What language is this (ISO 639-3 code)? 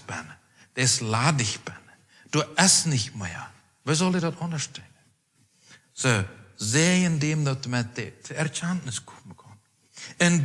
pdt